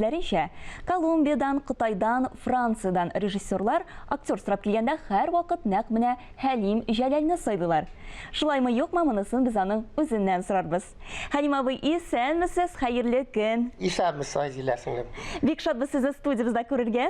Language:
Tatar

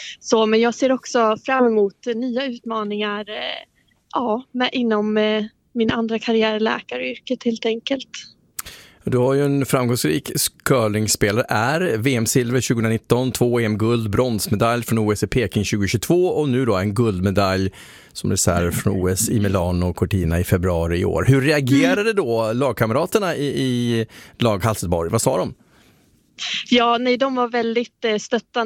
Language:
Swedish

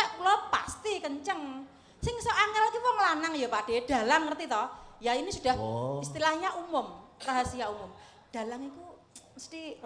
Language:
Javanese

